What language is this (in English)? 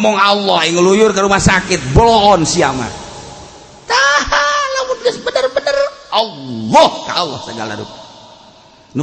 Sundanese